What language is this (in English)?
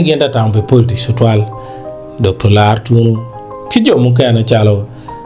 Acoli